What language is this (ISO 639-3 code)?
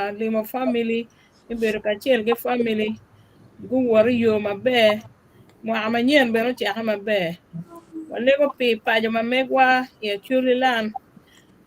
ach